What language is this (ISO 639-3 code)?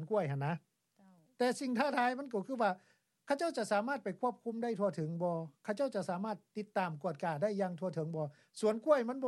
lao